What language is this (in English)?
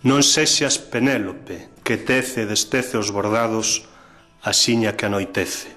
Galician